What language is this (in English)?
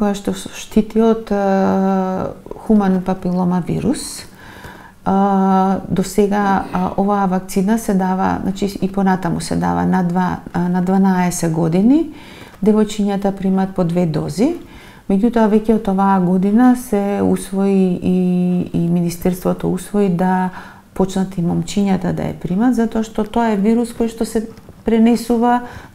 Macedonian